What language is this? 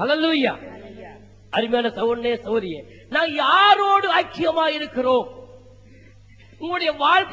Tamil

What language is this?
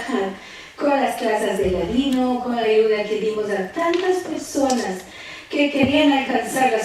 Ladino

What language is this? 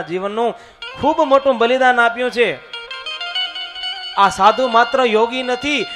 Gujarati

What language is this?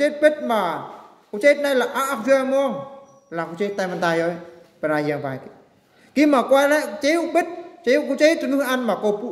Eastern Bru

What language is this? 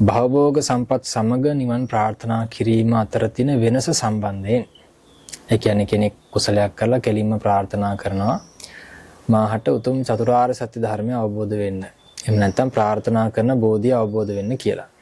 Sinhala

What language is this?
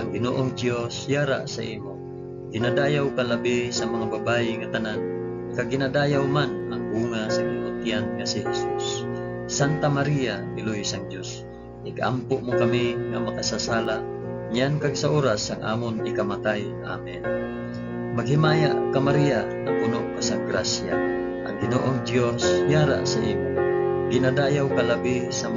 Hiligaynon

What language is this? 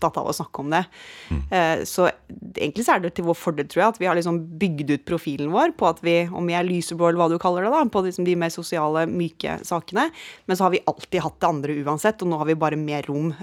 Norwegian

